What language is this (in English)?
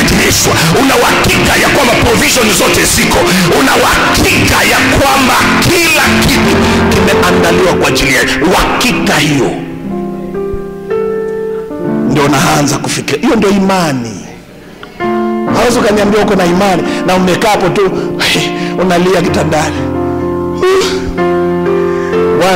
Swahili